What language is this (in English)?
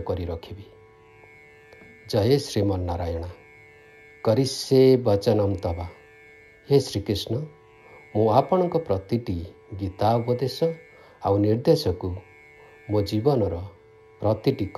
Odia